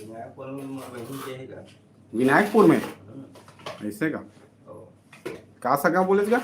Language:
Chhattisgarhi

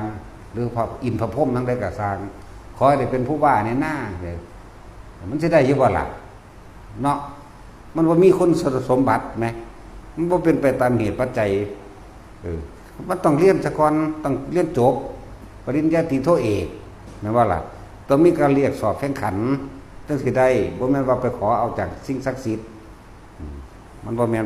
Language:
Northeastern Thai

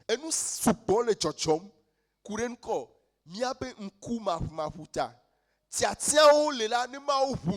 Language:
Ewe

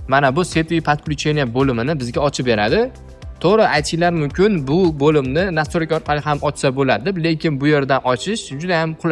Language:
Uzbek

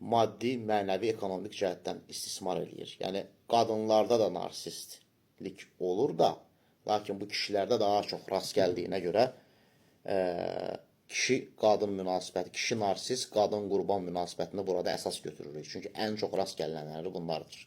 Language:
Azerbaijani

